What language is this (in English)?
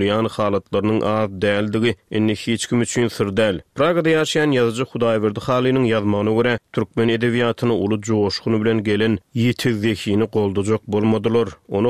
Turkmen